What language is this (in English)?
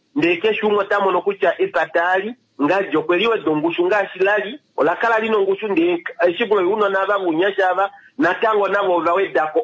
Kuanyama